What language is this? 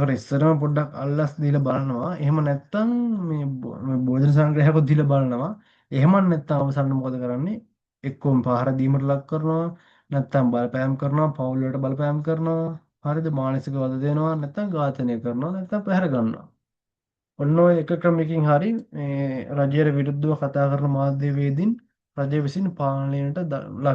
Sinhala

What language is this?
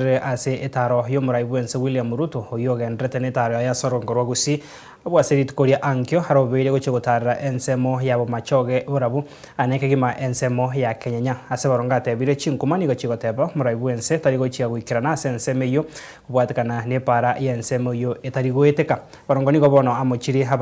Gusii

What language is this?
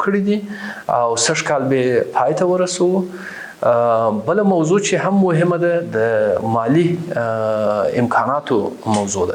Pashto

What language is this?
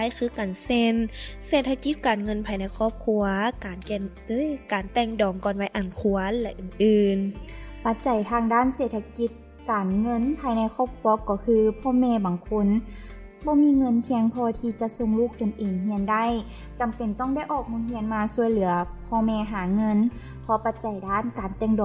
Lao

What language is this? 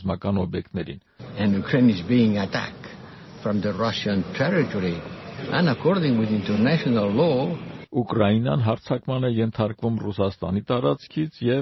Armenian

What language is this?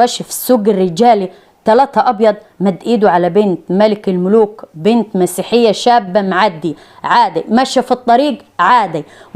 Egyptian Arabic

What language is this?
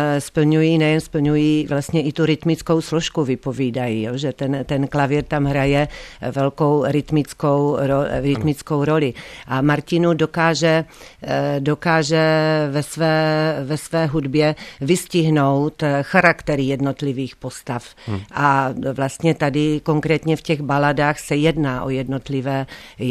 Czech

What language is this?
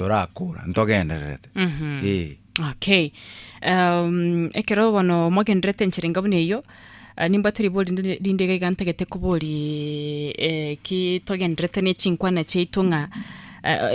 Gusii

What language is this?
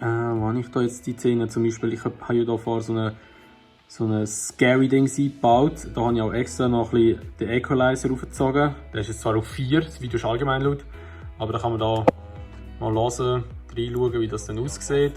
Swiss German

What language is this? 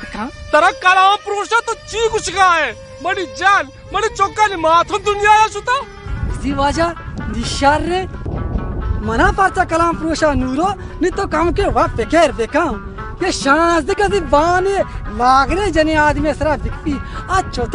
Baluchi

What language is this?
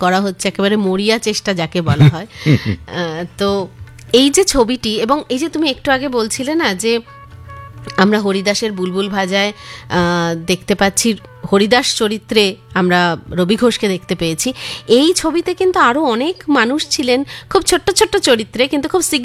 Bangla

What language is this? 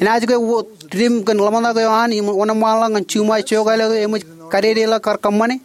Marshallese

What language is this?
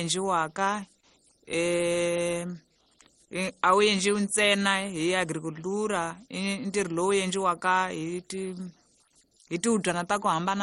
Tsonga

